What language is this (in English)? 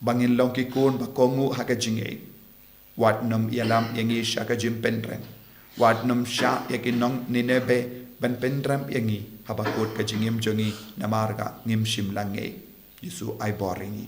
Khasi